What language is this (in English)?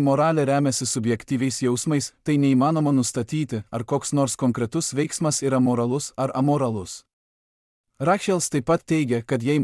Lithuanian